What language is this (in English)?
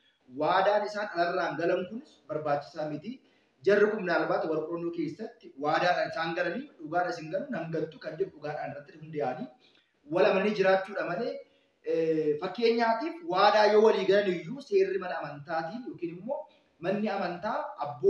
Oromo